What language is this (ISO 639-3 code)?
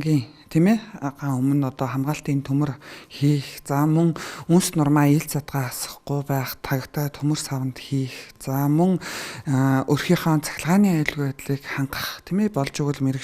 mon